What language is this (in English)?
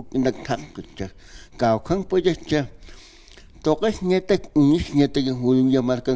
Aymara